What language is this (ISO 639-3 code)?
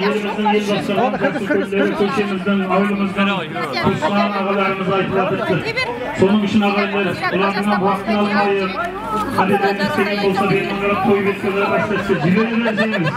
kaa